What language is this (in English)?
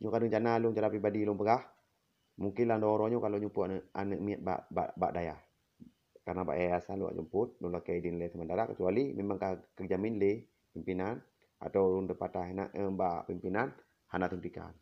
Achinese